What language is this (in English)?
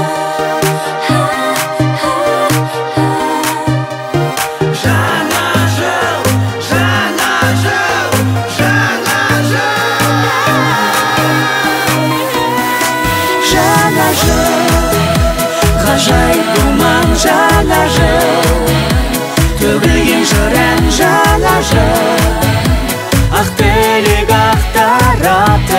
Kazakh